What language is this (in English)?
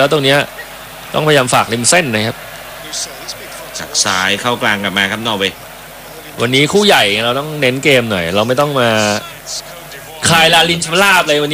Thai